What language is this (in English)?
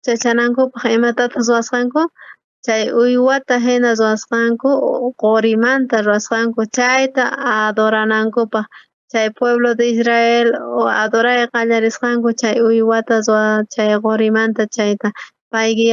South Bolivian Quechua